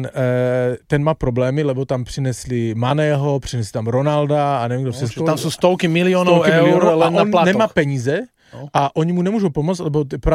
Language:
Slovak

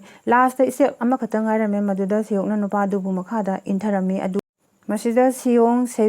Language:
Manipuri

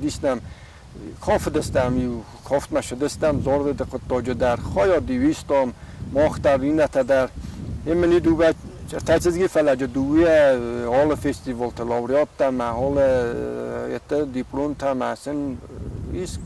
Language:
Ossetic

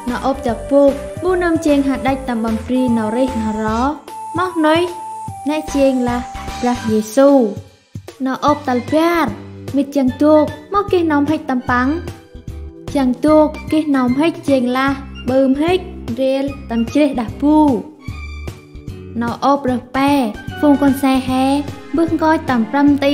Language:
Central Mnong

